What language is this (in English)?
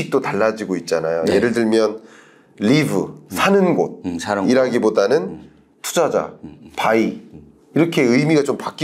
Korean